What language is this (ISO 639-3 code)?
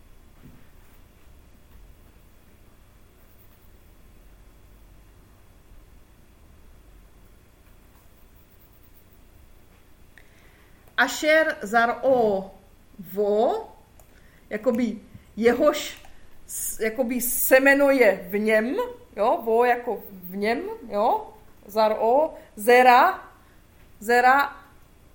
ces